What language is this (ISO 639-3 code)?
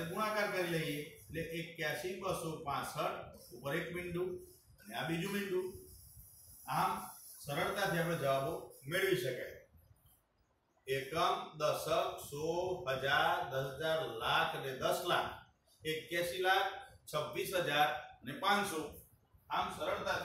guj